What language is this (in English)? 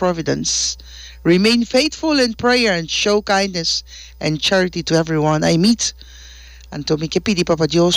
Papiamento